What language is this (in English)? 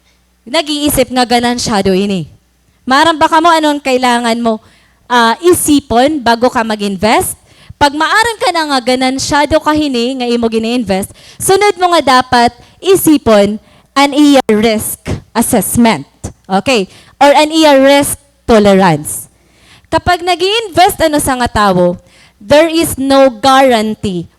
Waray